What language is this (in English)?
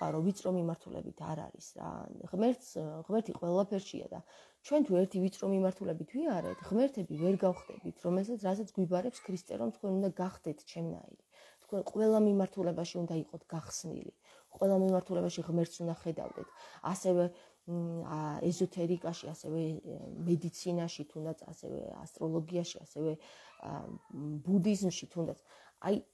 Georgian